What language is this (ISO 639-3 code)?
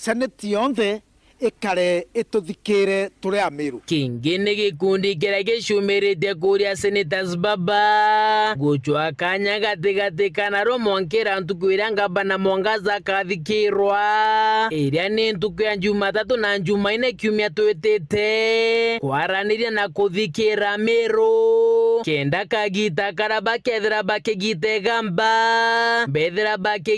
mer